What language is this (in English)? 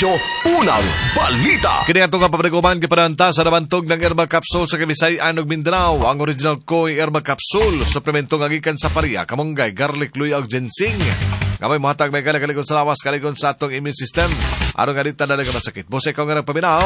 Cebuano